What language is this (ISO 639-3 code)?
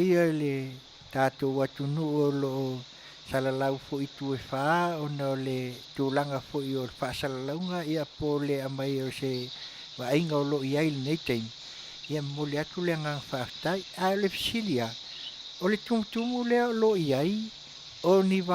smo